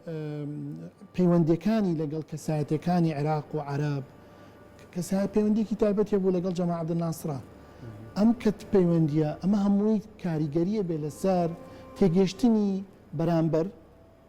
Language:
Central Kurdish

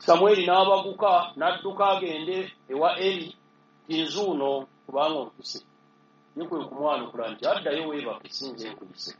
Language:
Ganda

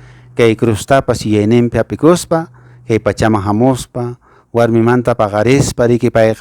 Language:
Quechua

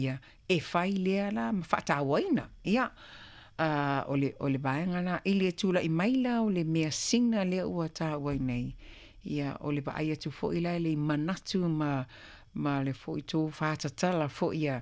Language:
Samoan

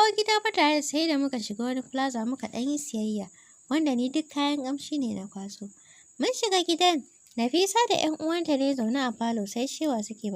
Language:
Hausa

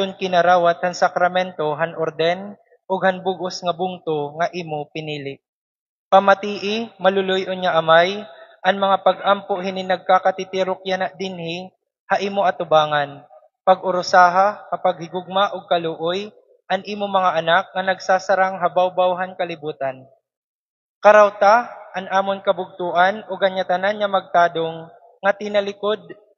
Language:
Waray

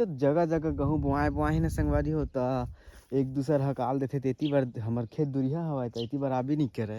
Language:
Chhattisgarhi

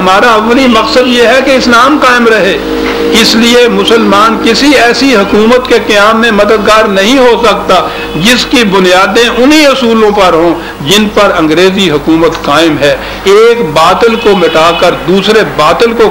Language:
Urdu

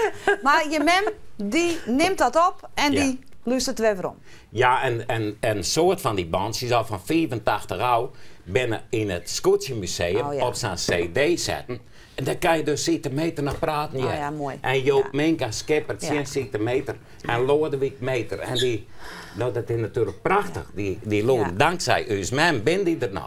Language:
Western Frisian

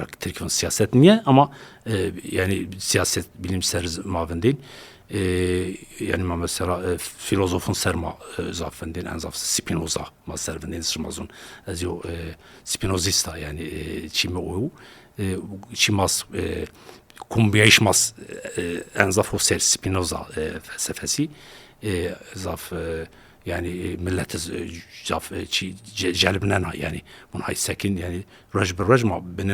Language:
Zaza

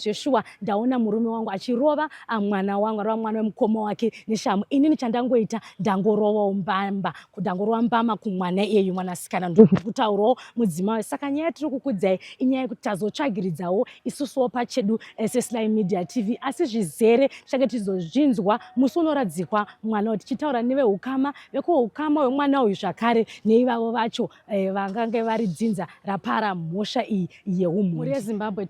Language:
Shona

